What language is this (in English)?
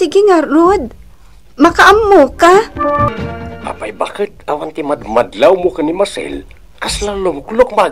Iloko